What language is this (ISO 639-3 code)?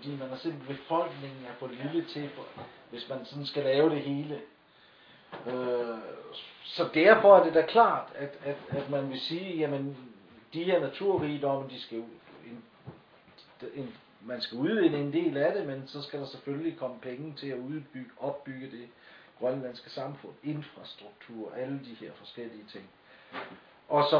dan